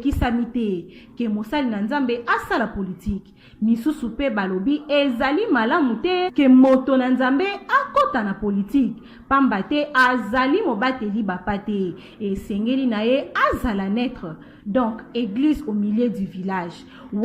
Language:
Lingala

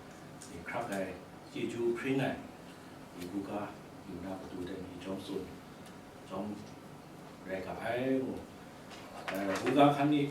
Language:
Kachin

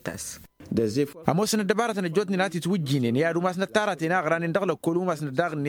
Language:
Tamasheq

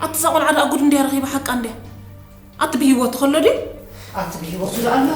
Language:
Tigrinya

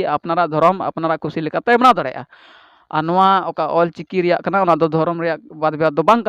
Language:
Santali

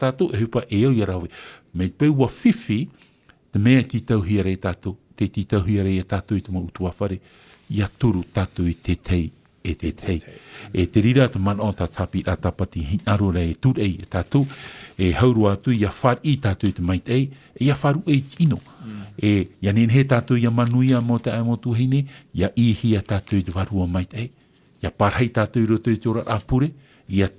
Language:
Tahitian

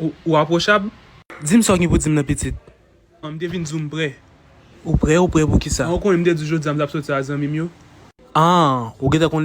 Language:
Haitian Creole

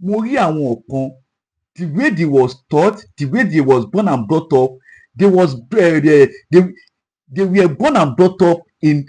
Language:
Yoruba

